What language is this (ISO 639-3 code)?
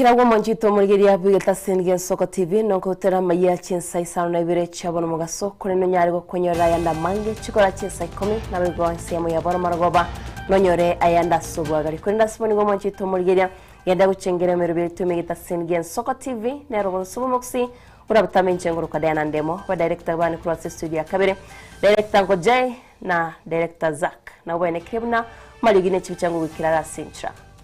guz